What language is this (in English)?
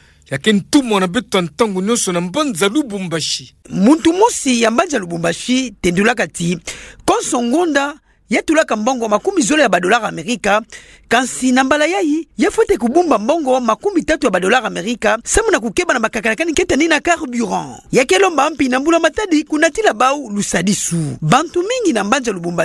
Kituba (Democratic Republic of Congo)